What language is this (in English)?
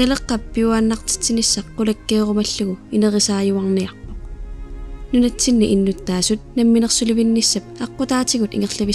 Kalaallisut